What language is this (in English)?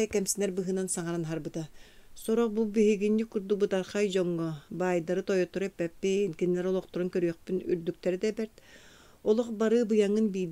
Yakut